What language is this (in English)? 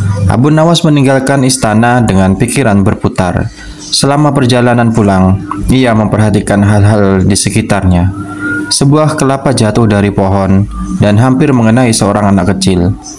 Indonesian